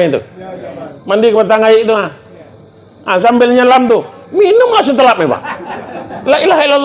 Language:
Minangkabau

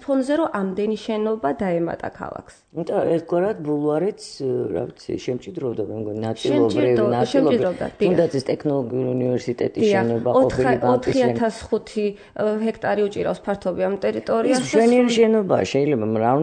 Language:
Georgian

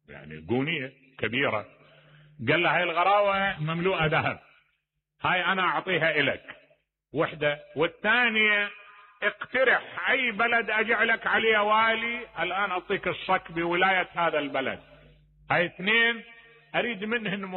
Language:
Mesopotamian Arabic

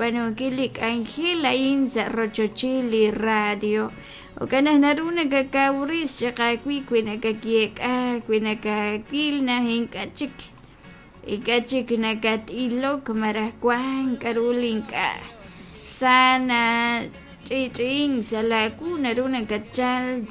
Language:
Kekchí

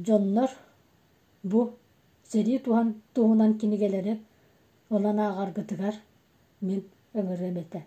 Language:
Yakut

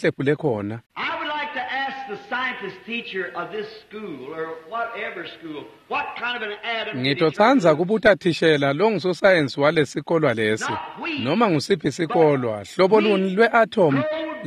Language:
Swati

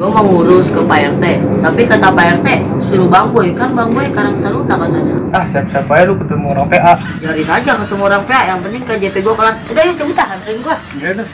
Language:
Betawi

